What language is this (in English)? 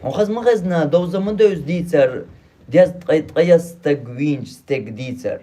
Chechen